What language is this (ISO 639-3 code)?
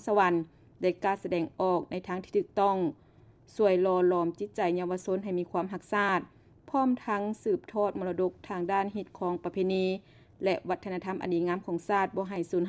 lao